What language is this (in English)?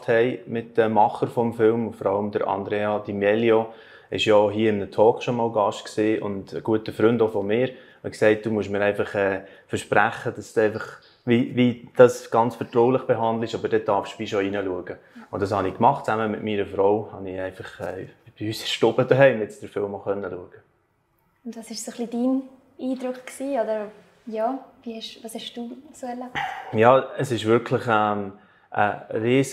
Swiss German